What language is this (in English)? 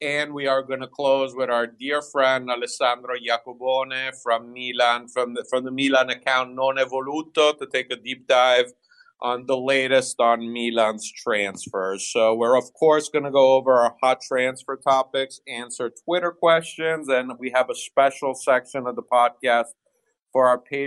English